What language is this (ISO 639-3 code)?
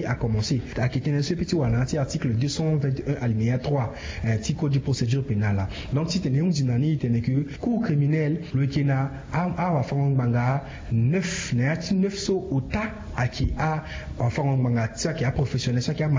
sag